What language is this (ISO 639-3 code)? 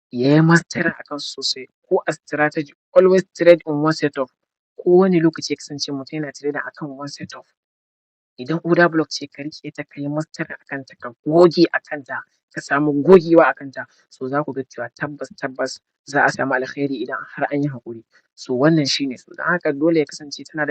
hau